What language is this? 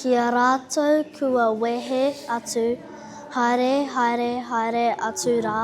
Māori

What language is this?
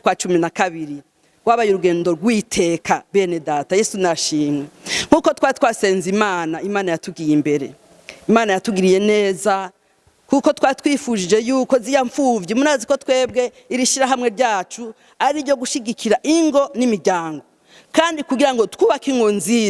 Rundi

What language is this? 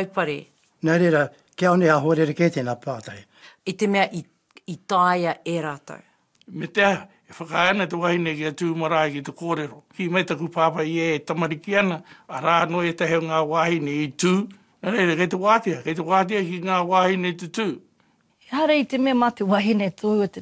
Māori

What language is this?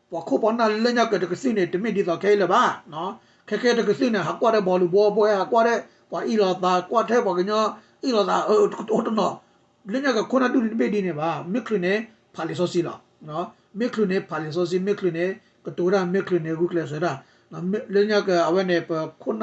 S'gaw Karen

